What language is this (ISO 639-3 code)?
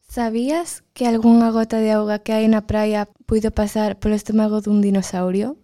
glg